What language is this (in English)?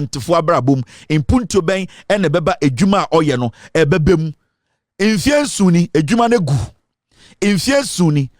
Akan